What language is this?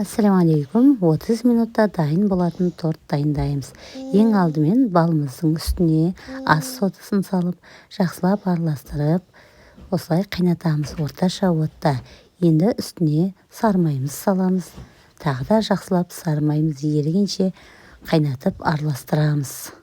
Kazakh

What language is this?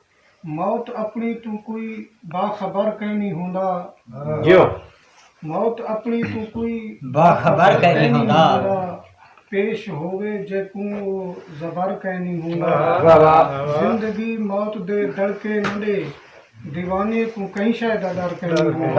Saraiki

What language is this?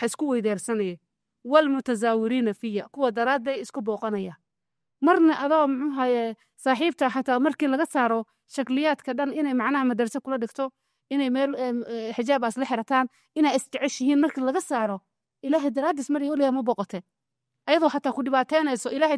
Somali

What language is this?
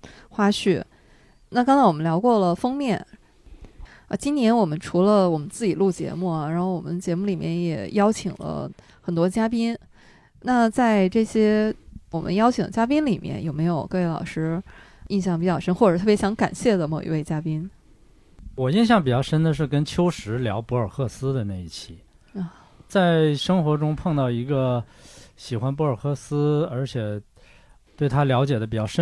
Chinese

